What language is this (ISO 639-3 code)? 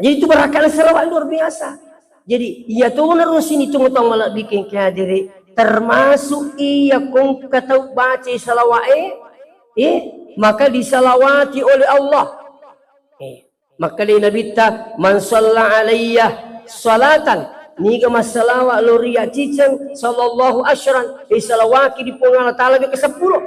bug